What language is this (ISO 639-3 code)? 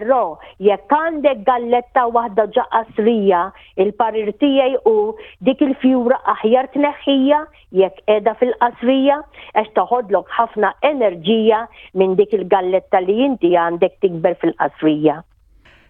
mlt